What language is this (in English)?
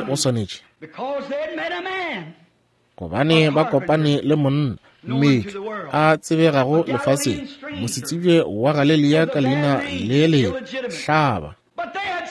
Northern Sotho